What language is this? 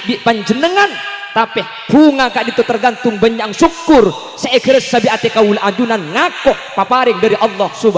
Madurese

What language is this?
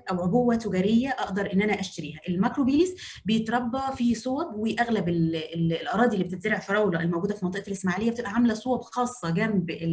Egyptian Arabic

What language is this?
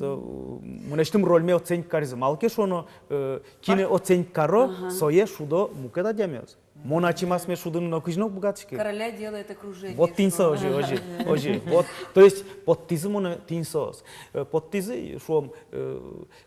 Udmurt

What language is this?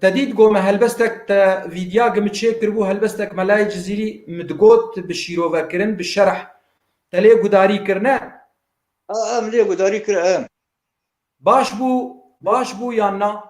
Kurdish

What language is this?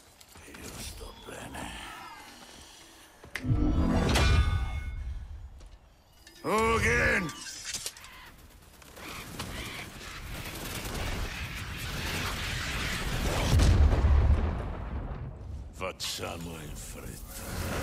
Italian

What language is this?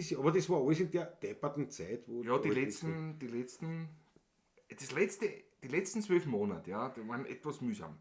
Bavarian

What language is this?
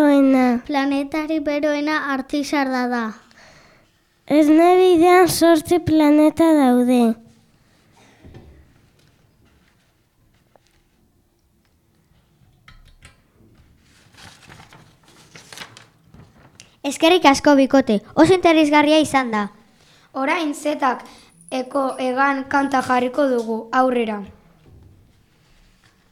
Basque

